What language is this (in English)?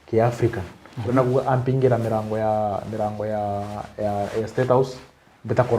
Meru